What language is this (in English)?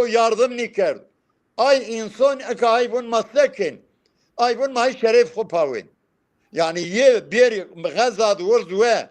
Zaza